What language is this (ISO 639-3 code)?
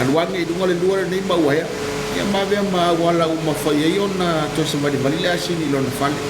smo